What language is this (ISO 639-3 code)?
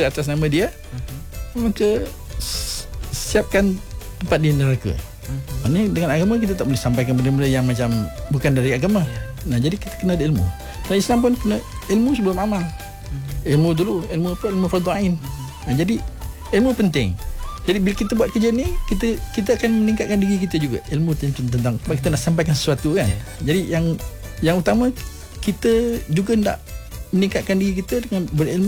msa